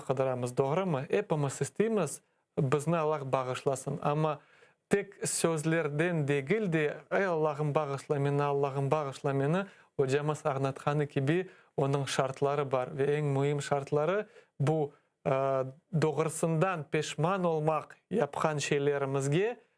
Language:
Crimean Tatar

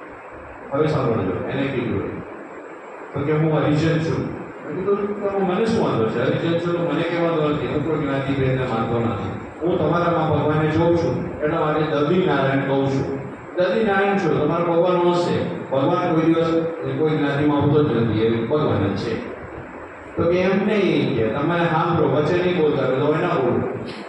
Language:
Gujarati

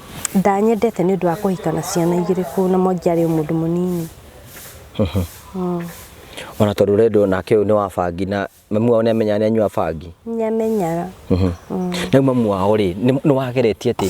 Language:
Kikuyu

